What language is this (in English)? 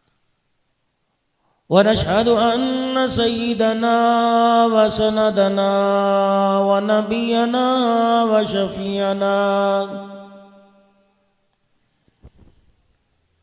Urdu